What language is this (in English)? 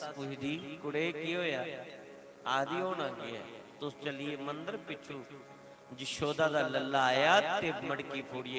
Dogri